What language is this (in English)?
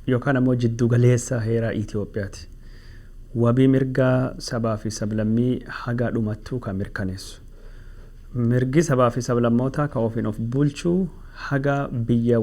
Oromo